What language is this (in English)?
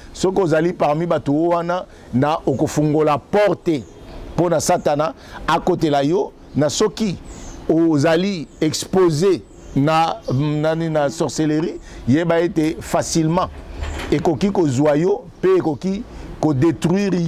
Lingala